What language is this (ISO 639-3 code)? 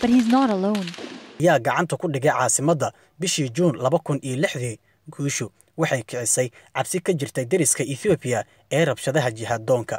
som